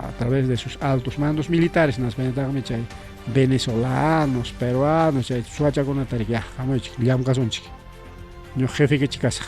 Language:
Ayacucho Quechua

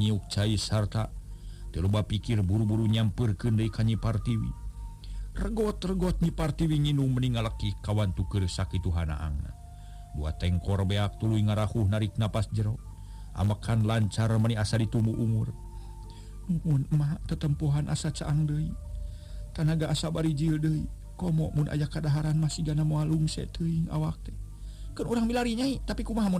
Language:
Sundanese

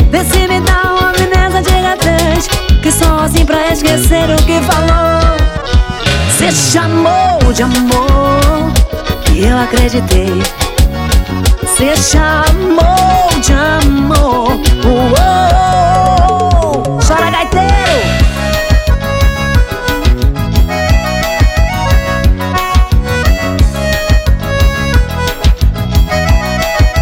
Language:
Portuguese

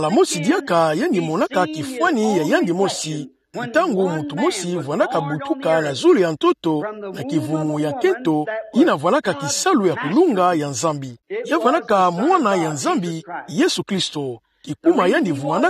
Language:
Kituba (Democratic Republic of Congo)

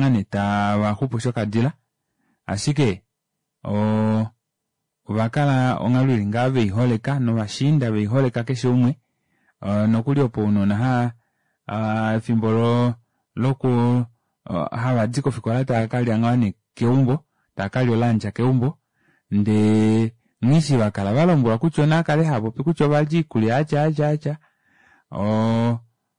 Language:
Kuanyama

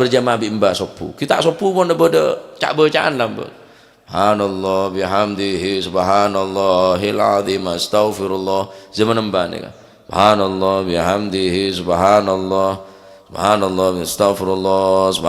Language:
Madurese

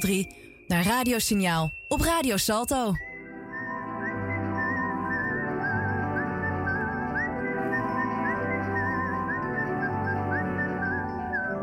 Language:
Dutch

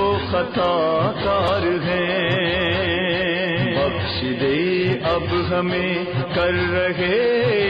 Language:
Urdu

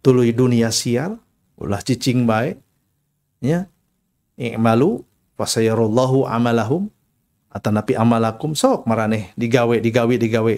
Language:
Sundanese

